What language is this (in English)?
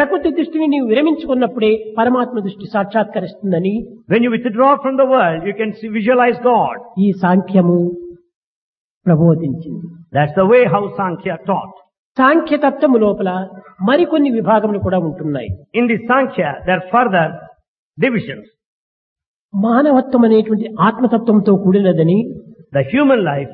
Telugu